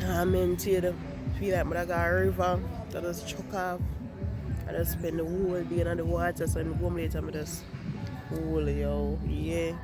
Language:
Jamaican Creole English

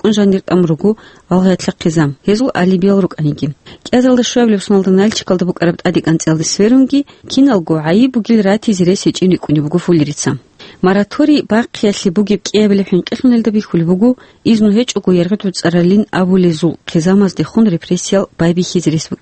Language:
Avaric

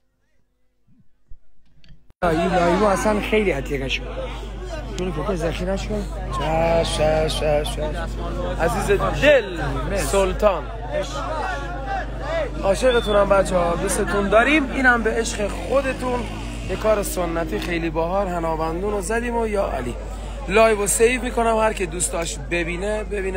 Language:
Persian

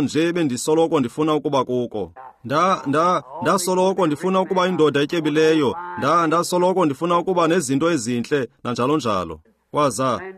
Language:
Xhosa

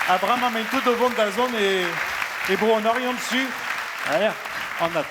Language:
Breton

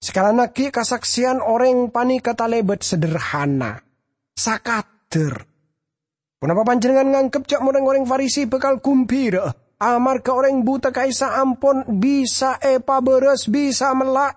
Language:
Madurese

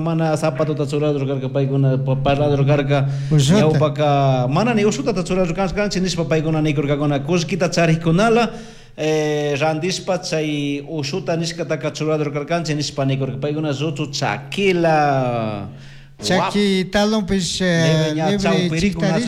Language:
Chimborazo Highland Quichua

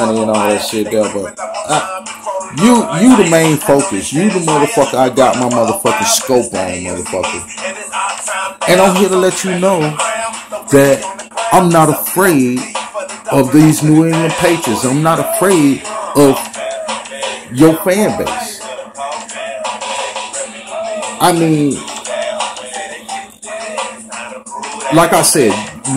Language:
English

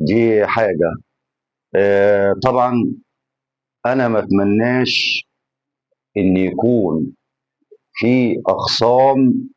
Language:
Egyptian Arabic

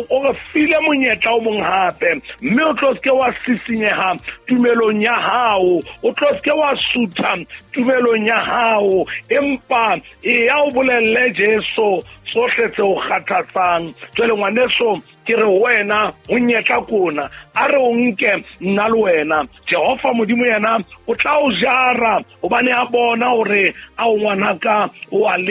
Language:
Southern Sotho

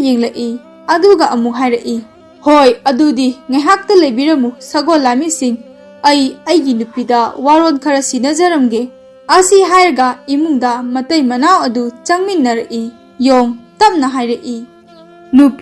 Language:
Manipuri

